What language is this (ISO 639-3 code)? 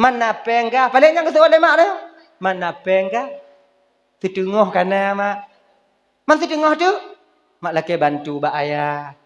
ace